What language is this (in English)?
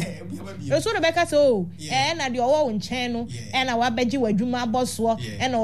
Akan